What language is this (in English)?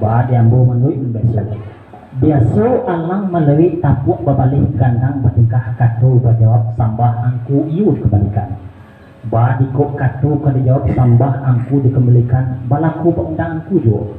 Minangkabau